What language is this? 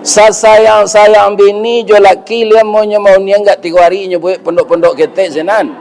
Minangkabau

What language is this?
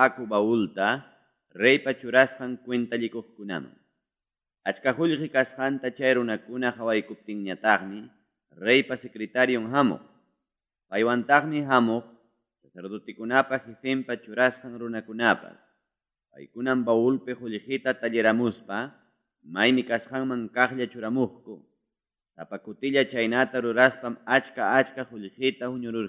Ayacucho Quechua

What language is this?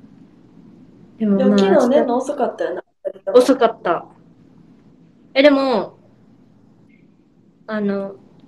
Japanese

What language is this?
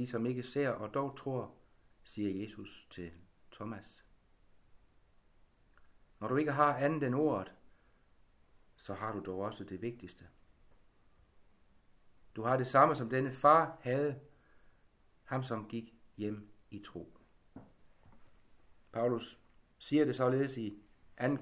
Danish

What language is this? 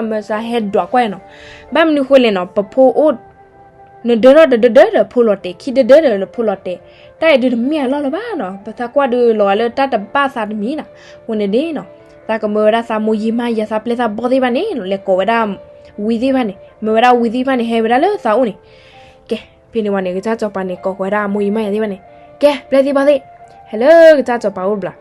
S'gaw Karen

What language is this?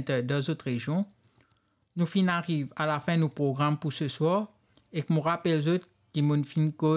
Morisyen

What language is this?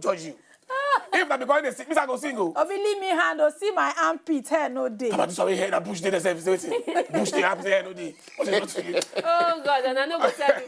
Nigerian Pidgin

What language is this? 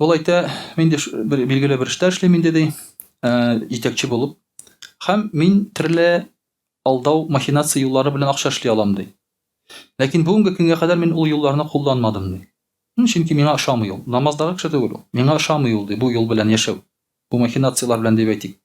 Tatar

